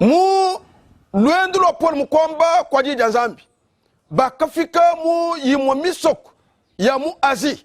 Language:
Luba-Lulua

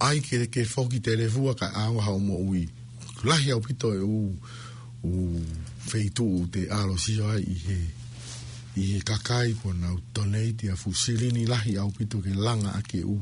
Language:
Tongan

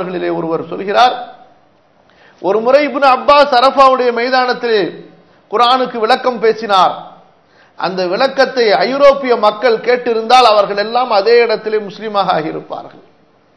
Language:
Tamil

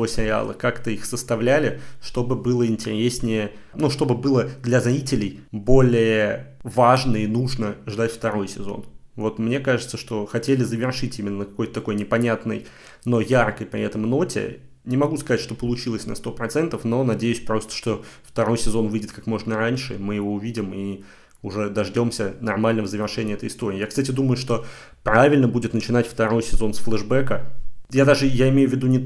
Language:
Russian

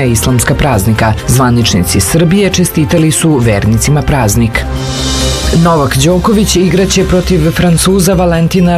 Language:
Serbian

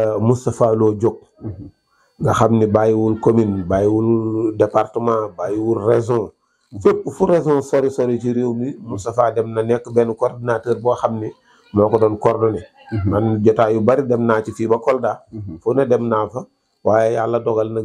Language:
Wolof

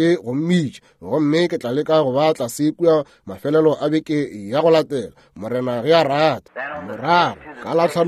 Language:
Northern Sotho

